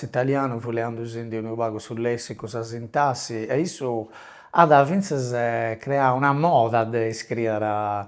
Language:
Sardinian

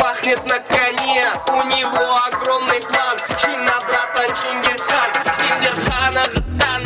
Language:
Kara-Kalpak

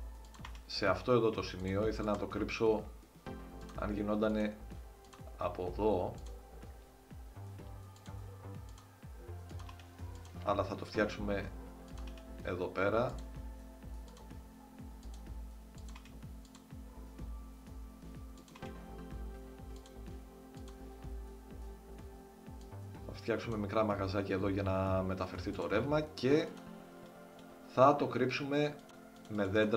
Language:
Greek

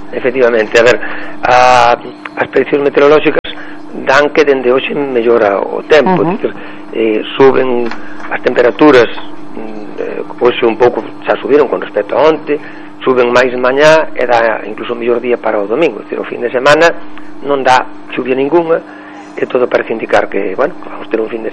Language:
Galician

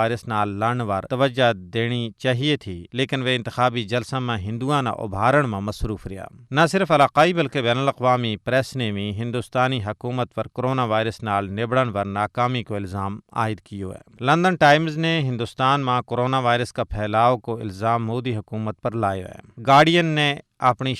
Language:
Gujari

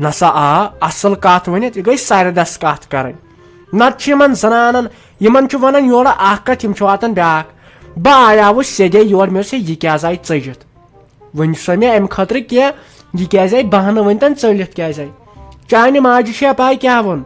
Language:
Kashmiri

